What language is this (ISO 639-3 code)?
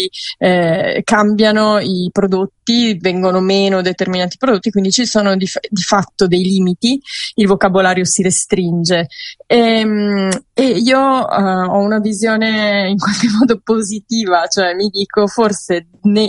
ita